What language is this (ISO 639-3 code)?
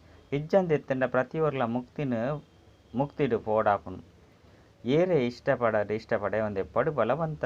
tcy